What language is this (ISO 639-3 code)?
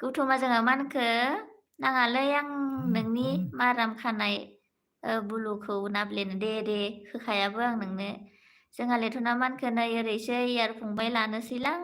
brx